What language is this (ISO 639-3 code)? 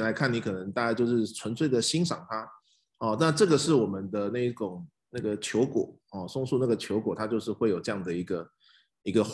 zho